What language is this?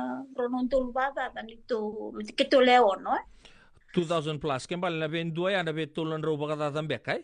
Fijian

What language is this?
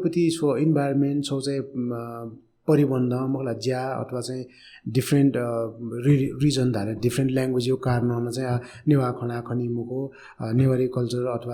Newari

